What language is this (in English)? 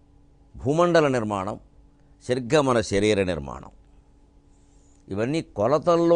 Telugu